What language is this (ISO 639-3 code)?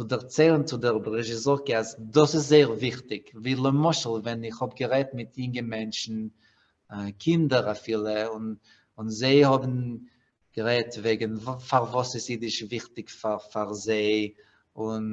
yid